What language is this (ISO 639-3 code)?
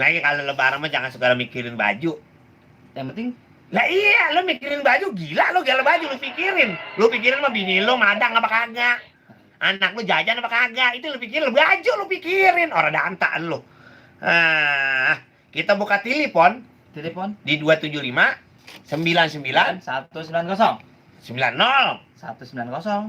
bew